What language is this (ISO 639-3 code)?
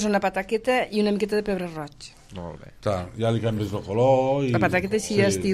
cat